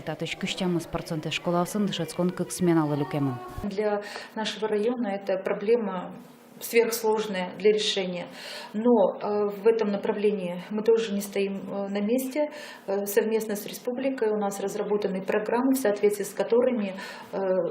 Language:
Udmurt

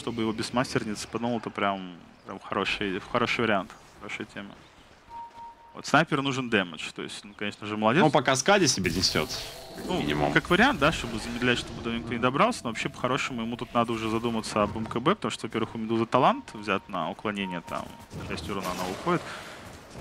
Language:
Russian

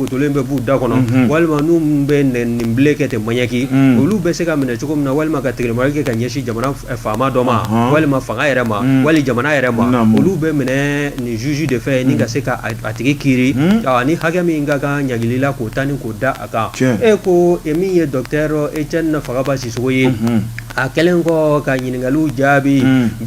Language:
Bambara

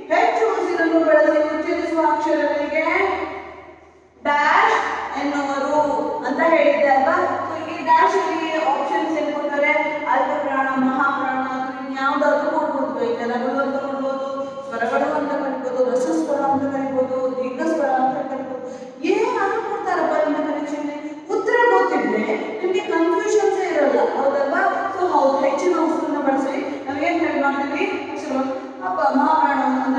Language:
Kannada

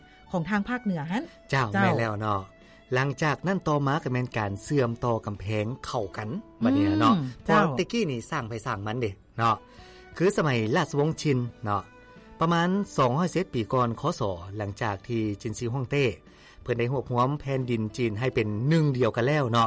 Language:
Lao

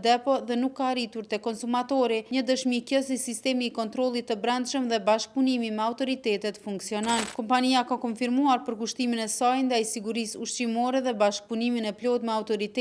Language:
Albanian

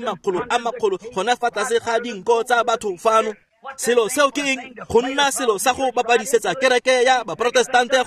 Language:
Tswana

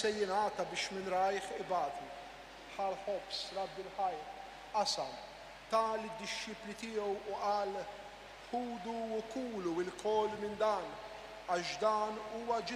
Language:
Maltese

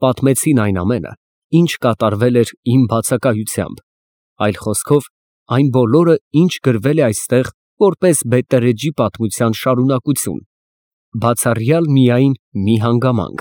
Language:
Armenian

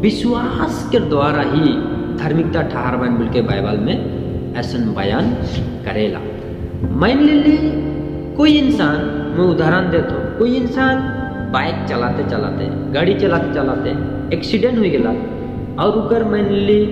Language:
Sadri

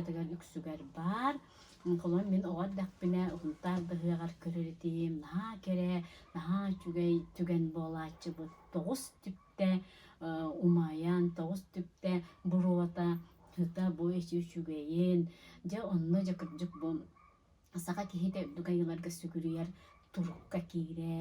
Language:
Yakut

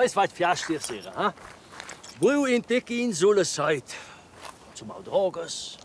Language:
Romansh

